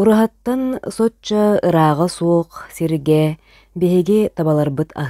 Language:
Yakut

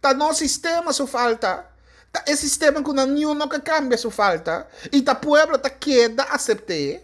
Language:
Papiamento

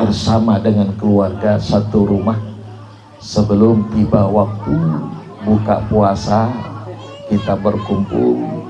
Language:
Banjar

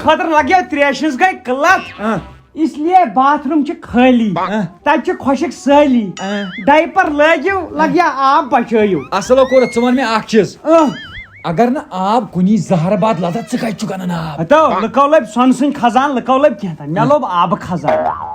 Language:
Kashmiri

